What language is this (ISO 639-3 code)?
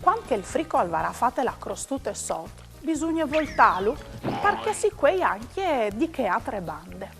fur